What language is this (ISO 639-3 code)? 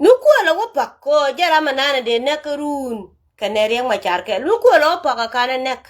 nus